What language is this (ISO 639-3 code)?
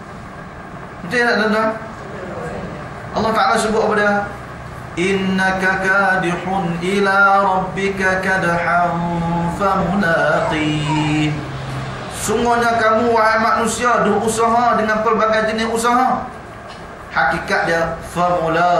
msa